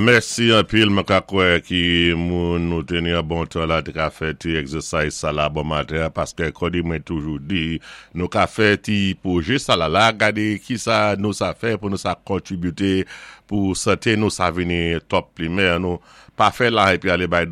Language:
Saint Lucian Creole French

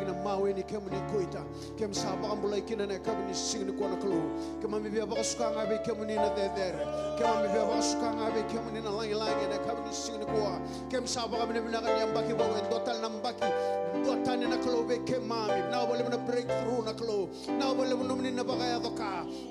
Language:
Fijian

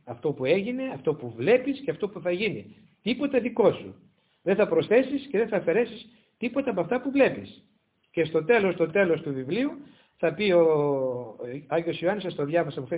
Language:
Greek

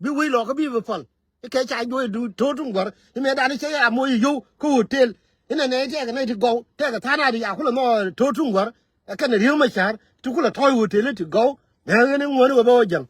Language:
Nuer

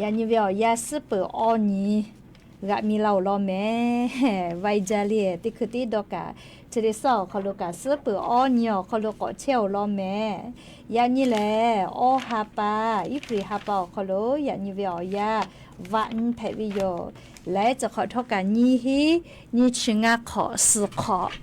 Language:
Lahu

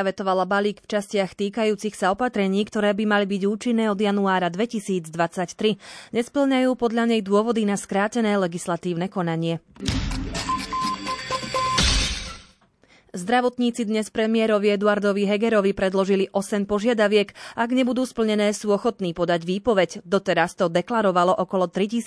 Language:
Slovak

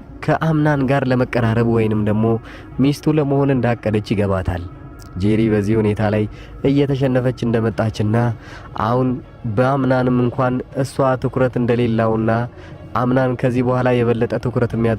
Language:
Amharic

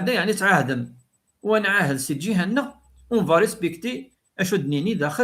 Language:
Kabyle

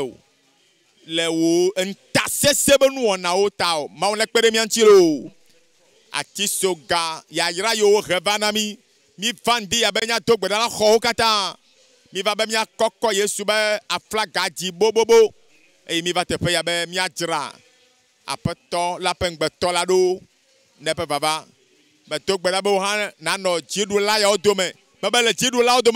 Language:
Ewe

